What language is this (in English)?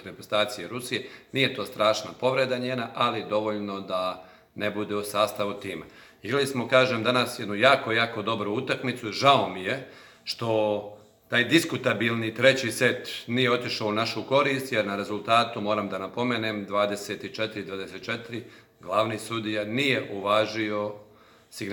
Serbian